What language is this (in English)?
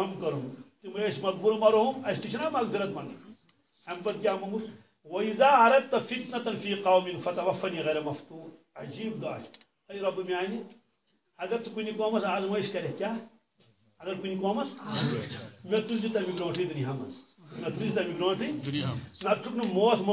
Kashmiri